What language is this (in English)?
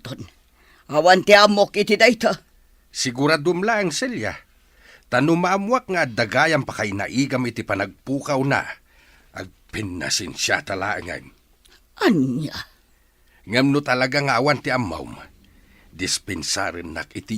Iloko